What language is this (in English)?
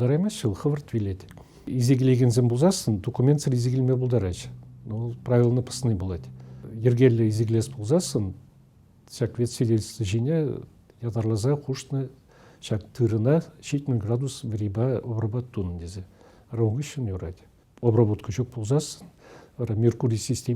Chuvash